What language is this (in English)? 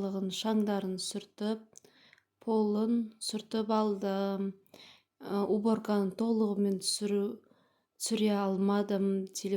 Kazakh